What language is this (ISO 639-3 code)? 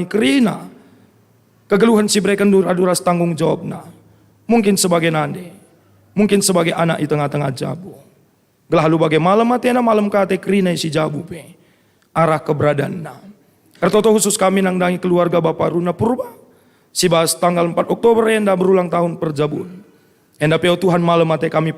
btx